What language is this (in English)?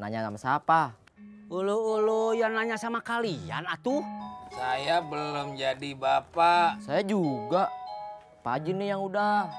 Betawi